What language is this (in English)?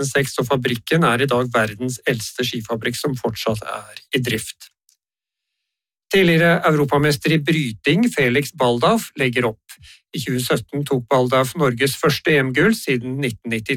Norwegian